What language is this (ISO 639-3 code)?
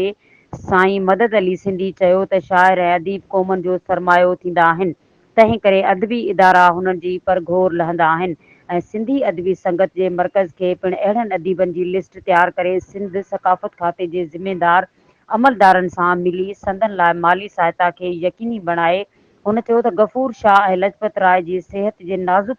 snd